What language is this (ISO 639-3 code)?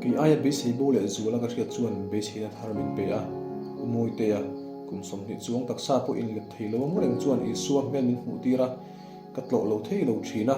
lus